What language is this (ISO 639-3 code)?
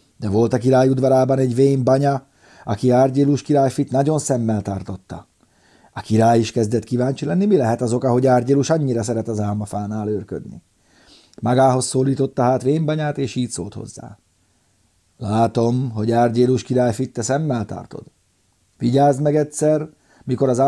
hun